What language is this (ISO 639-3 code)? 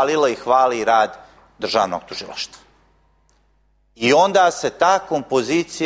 hrv